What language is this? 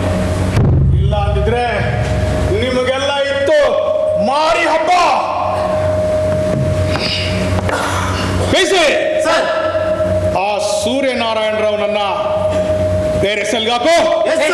Kannada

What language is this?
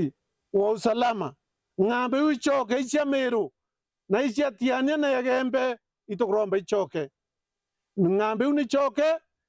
Meru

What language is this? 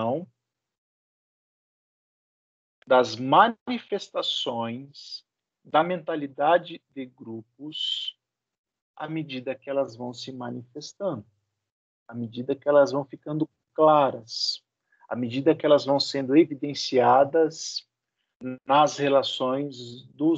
Portuguese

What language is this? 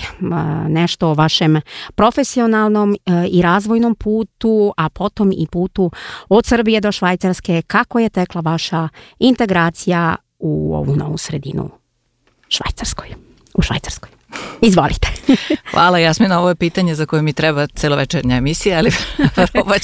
Serbian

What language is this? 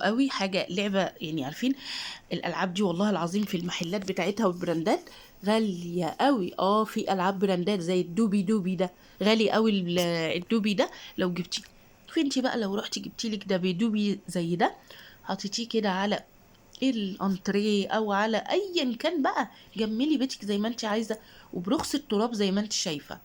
Egyptian Arabic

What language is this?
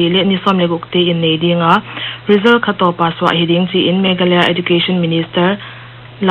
Paite Chin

